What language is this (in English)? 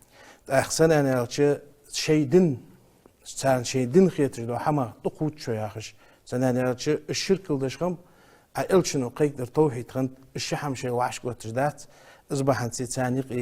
Ingush